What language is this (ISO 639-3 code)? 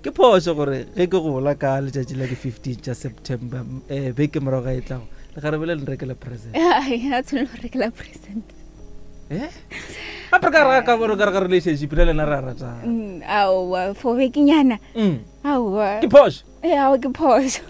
nso